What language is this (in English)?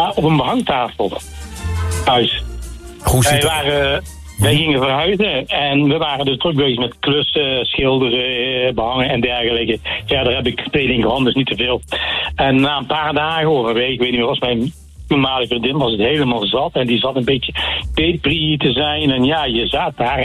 Dutch